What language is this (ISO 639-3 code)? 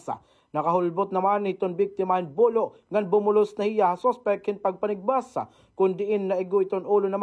war